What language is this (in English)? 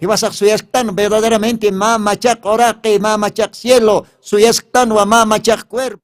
Aymara